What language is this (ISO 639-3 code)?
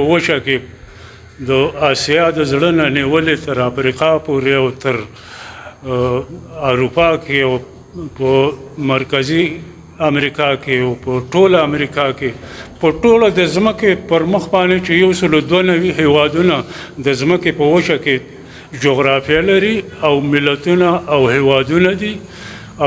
pus